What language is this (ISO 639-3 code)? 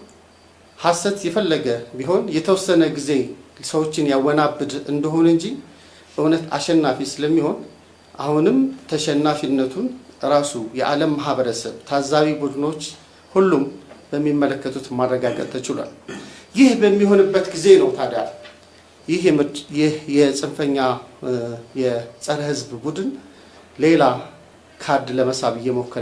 amh